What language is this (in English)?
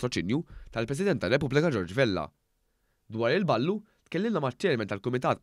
Maltese